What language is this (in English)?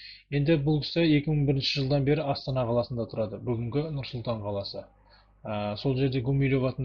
Kazakh